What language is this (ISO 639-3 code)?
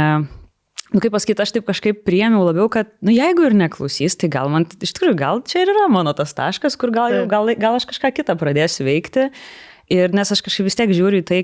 lit